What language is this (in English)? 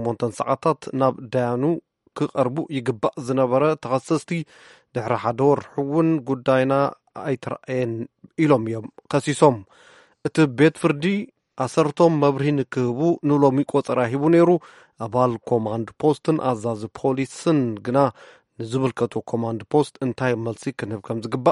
Tigrinya